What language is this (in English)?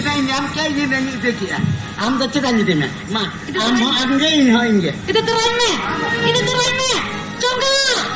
Santali